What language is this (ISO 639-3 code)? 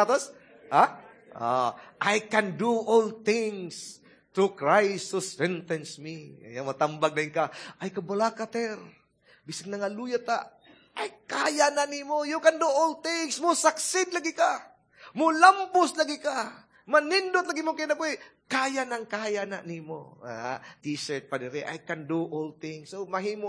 ceb